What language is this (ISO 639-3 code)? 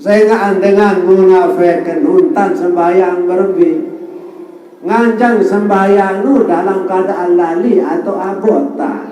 sas